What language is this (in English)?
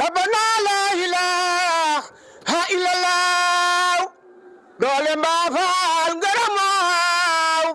Wolof